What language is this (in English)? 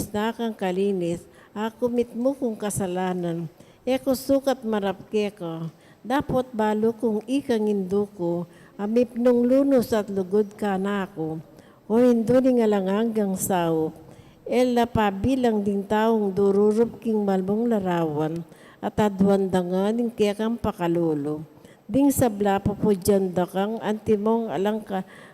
Pampanga